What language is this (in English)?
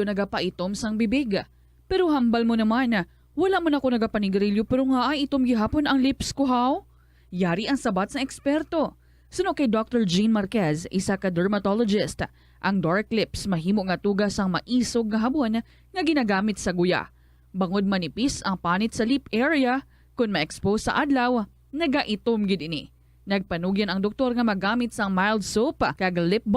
Hiligaynon